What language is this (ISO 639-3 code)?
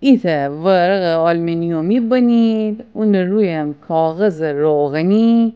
glk